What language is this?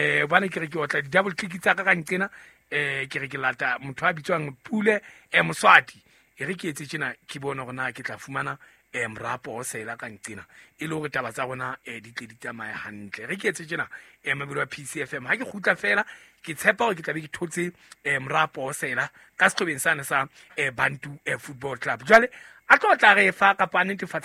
Southern Sotho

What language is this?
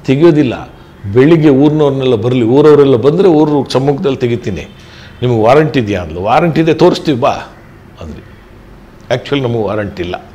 Kannada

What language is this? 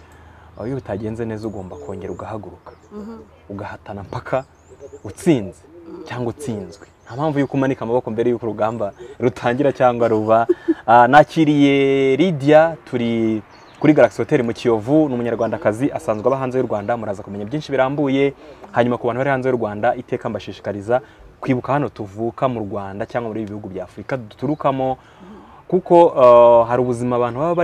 Kinyarwanda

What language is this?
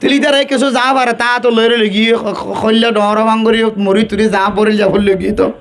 Rohingya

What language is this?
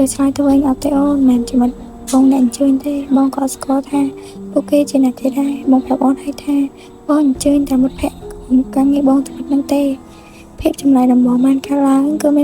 Khmer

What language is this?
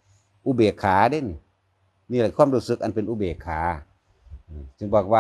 Lao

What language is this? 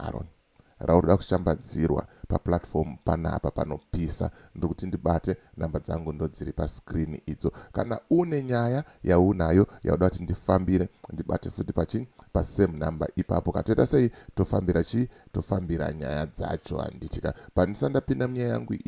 Shona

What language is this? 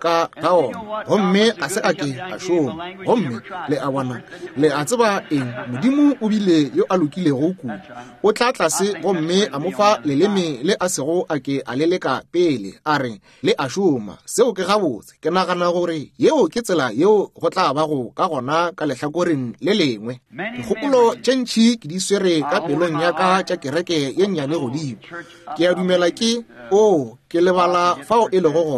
Northern Sotho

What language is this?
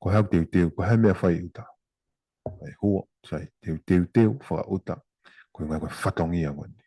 Tongan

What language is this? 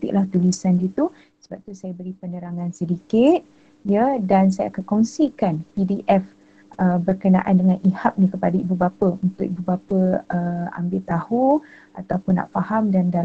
Malay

